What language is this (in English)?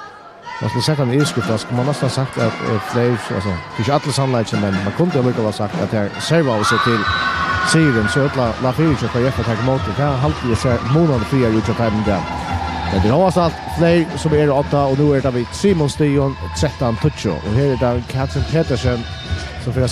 Faroese